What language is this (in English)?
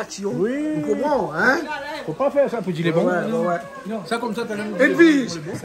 Réunion Creole French